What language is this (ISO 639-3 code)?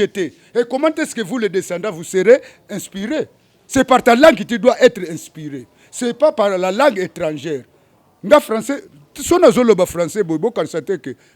lin